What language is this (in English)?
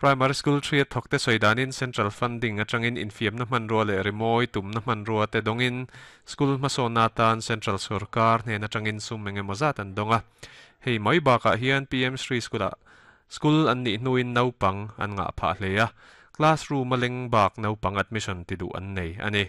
Mizo